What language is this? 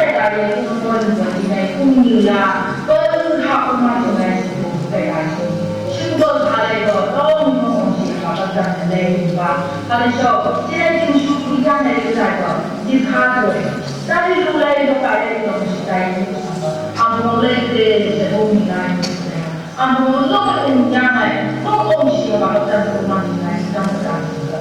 Phom Naga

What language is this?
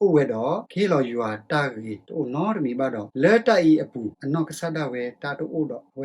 S'gaw Karen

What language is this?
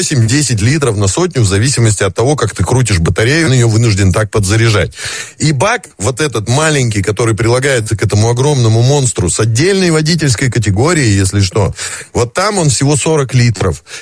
Russian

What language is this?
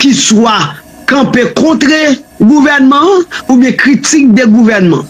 Haitian Creole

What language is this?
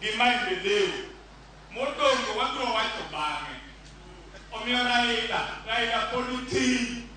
Luo (Kenya and Tanzania)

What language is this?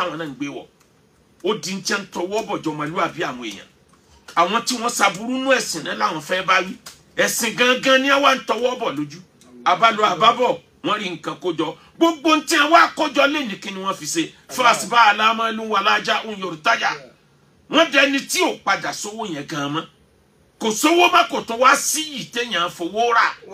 Yoruba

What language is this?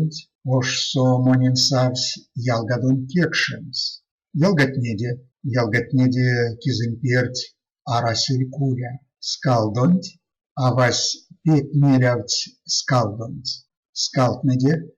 Erzya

